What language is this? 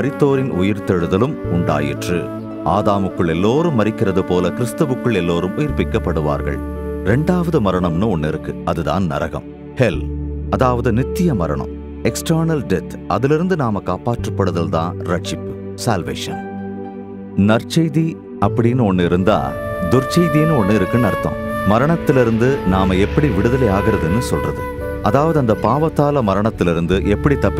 Tamil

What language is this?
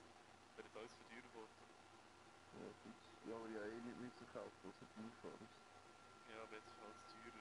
Swiss German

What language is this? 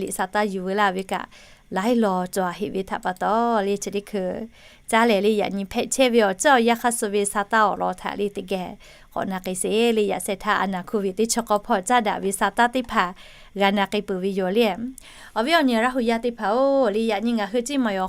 Lahu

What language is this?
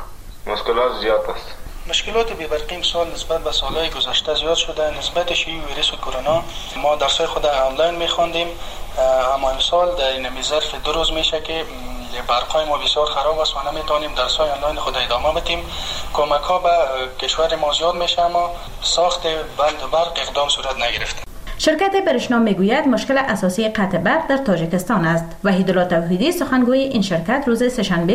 Persian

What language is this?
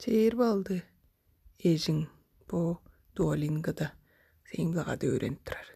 Tuvinian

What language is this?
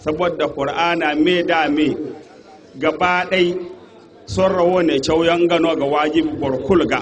Zarma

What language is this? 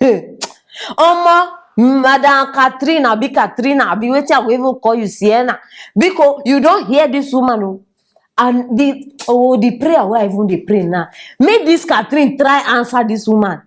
Nigerian Pidgin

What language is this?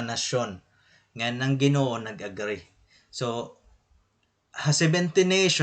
Waray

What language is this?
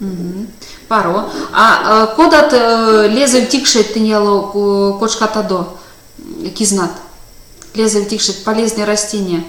Erzya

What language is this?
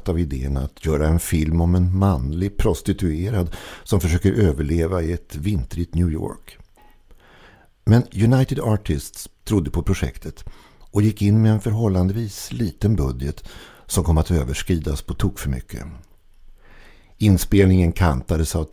Swedish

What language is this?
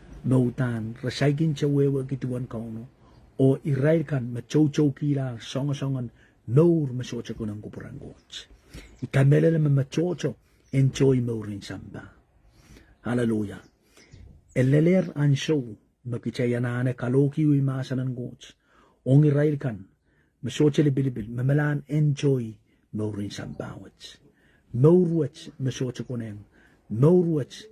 Pohnpeian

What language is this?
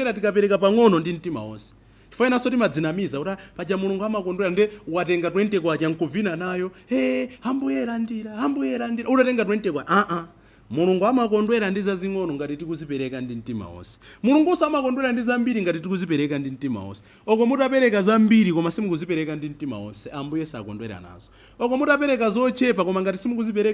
Nyanja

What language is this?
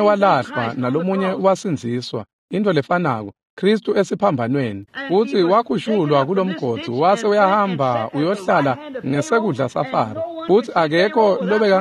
Swati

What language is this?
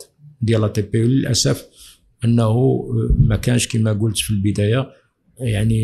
Moroccan Arabic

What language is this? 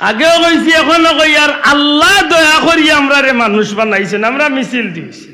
Sylheti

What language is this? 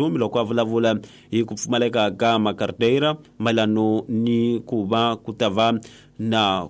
Tsonga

